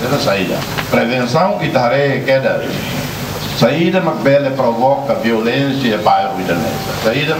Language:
Tetum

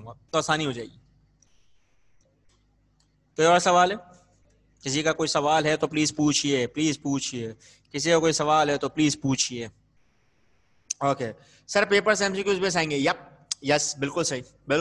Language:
Urdu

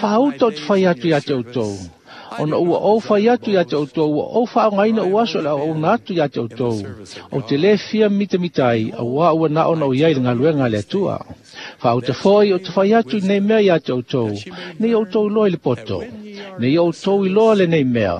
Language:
Samoan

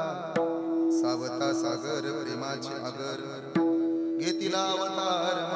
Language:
Marathi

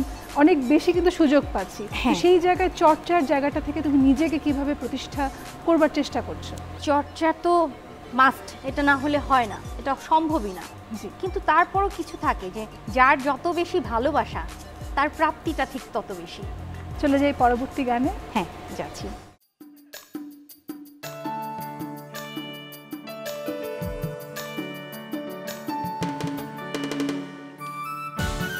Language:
Bangla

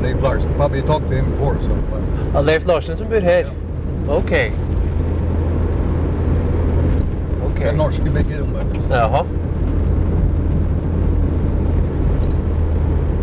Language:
Norwegian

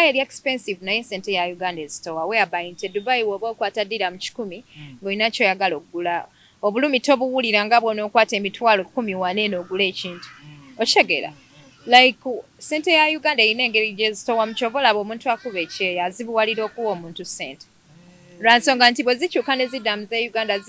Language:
Ganda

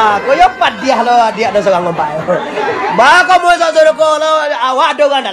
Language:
Minangkabau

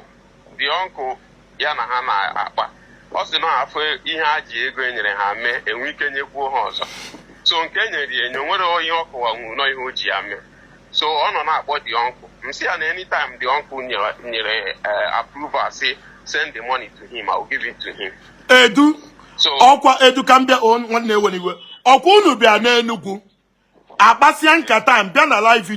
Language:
Igbo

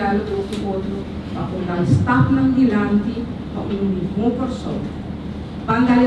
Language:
Papiamento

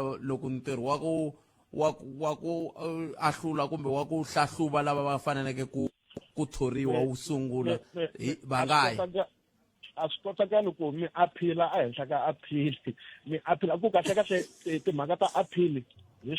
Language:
Tsonga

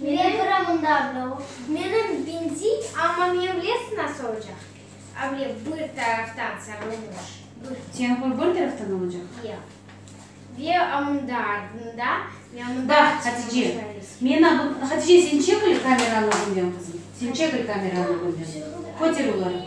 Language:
Crimean Tatar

